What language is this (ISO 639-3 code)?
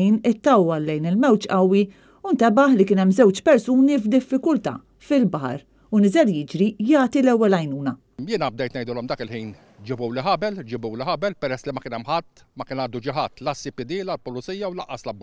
mlt